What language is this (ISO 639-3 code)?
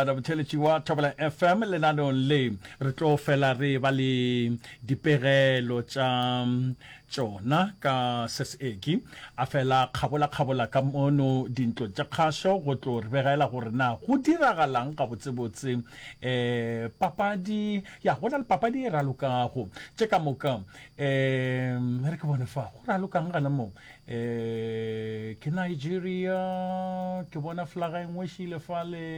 nso